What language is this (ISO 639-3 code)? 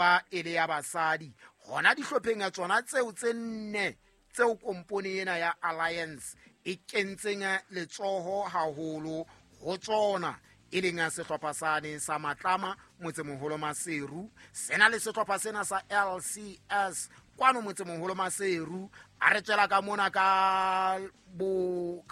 sot